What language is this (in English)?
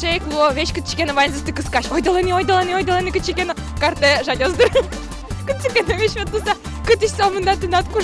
Udmurt